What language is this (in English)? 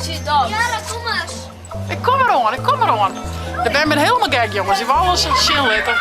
Western Frisian